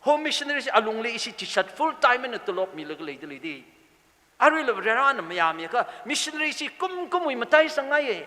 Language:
Tangkhul Naga (India)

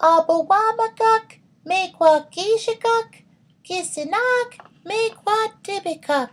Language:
Chippewa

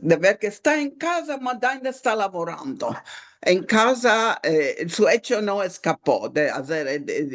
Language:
Ladino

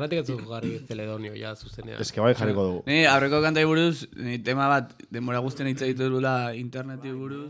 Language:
Basque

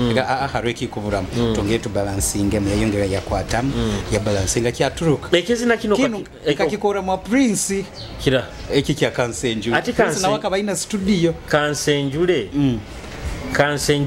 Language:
Nyoro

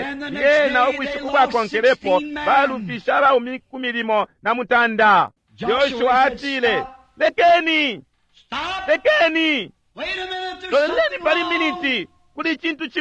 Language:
Bemba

